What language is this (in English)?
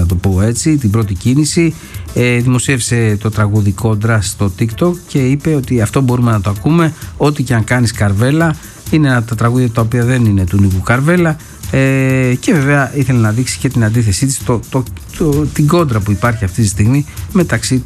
Greek